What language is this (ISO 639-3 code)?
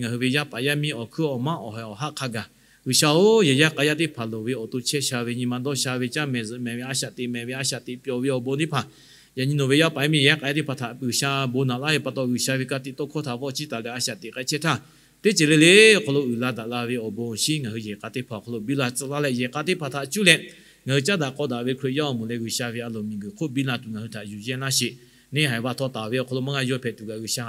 lhu